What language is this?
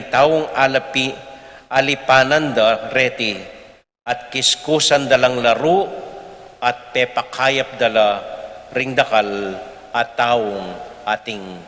Pampanga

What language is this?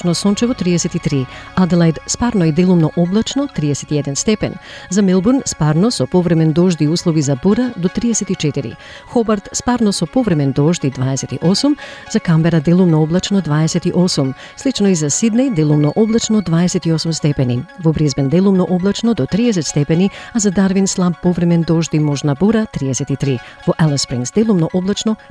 Macedonian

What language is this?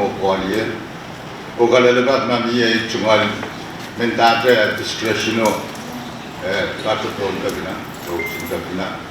Pohnpeian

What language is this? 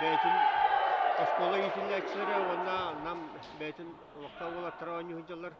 Yakut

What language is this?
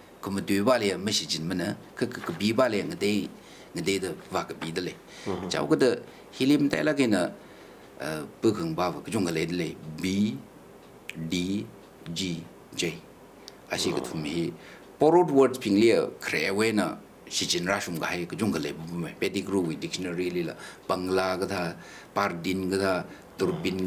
Tangkhul Naga (India)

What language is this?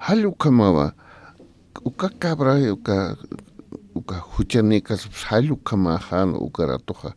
Aymara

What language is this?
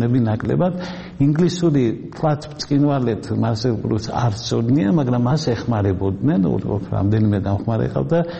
Georgian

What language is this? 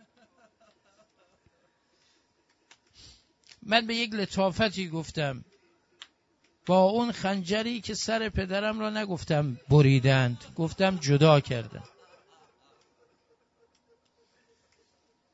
Persian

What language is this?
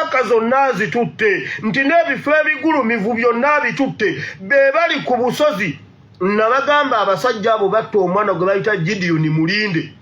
Ganda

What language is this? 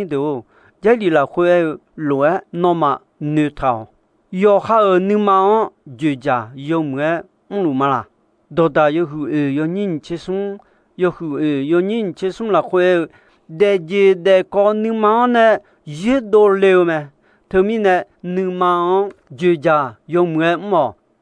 Akha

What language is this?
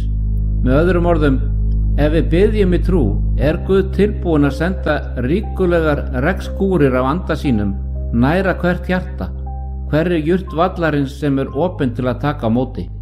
Icelandic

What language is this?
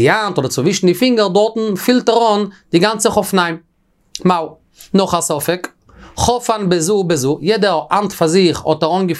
Yiddish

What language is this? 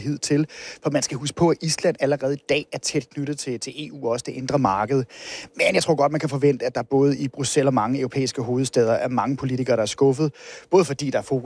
Danish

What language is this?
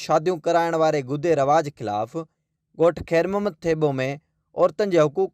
Sindhi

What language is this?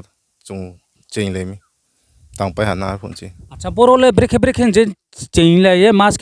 Riang (India)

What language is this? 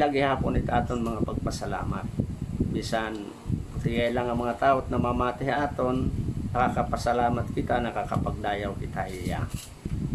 Waray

